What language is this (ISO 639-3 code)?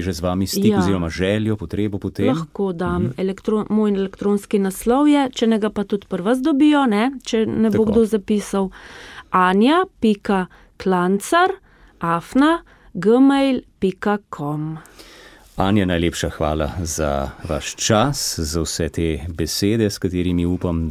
slv